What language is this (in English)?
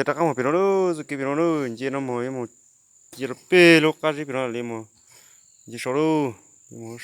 Hmong